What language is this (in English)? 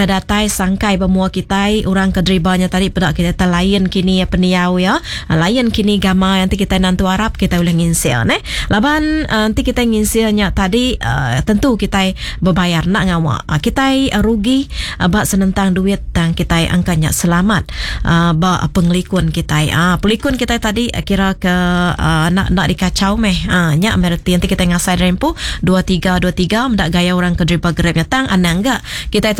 Iban